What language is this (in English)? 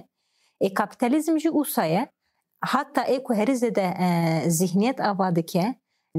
Kurdish